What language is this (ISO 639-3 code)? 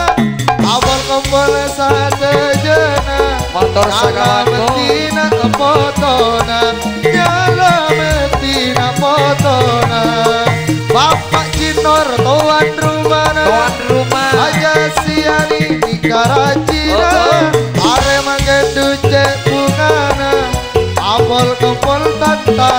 mad